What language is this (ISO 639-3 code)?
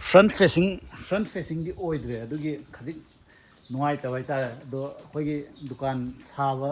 mni